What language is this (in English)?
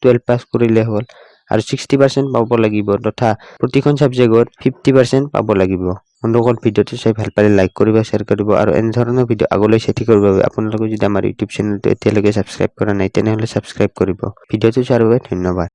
Assamese